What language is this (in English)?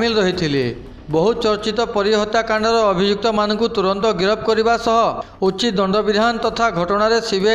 Odia